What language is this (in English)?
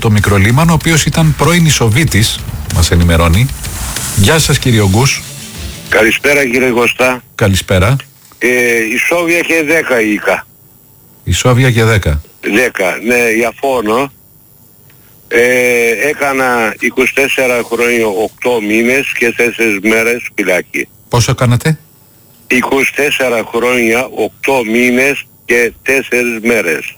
Greek